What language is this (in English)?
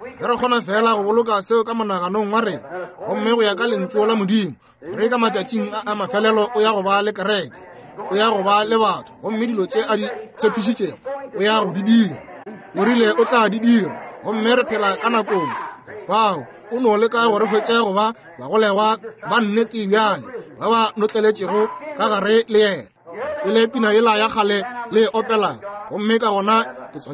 Northern Sotho